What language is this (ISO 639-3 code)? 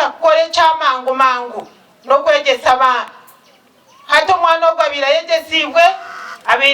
nyn